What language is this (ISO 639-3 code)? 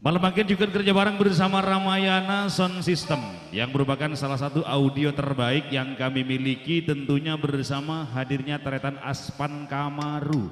mad